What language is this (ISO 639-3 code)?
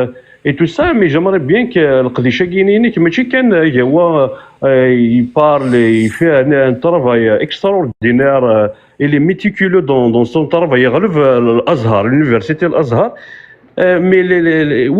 kab